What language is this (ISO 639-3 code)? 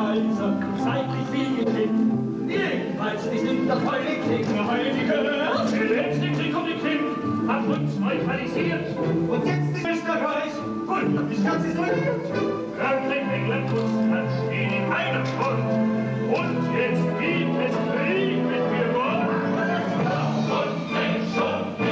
deu